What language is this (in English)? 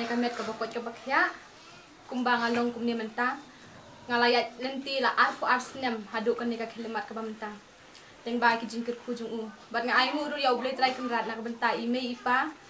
Khasi